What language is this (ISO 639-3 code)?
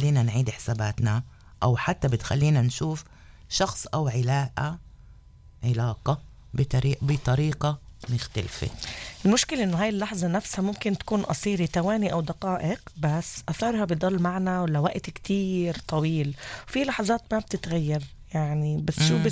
apc